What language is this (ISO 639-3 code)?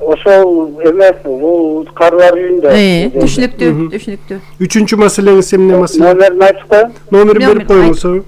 kir